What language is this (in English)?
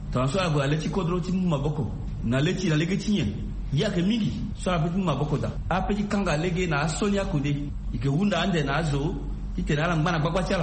Sango